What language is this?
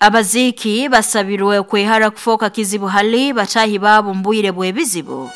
Nyoro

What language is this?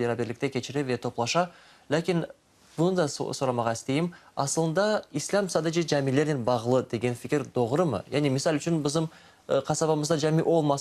Crimean Tatar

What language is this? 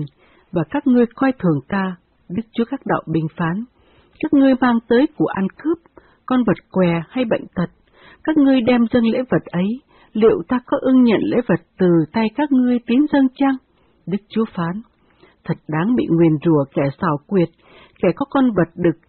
Vietnamese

